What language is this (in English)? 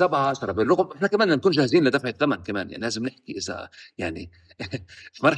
North Levantine Arabic